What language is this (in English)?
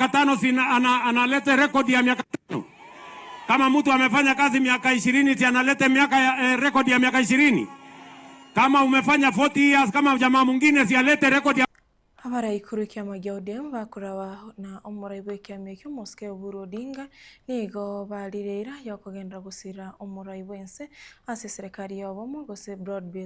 Gusii